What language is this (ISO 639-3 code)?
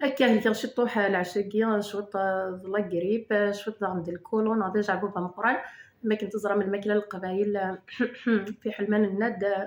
kab